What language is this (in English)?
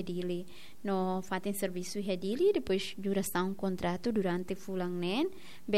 Tetum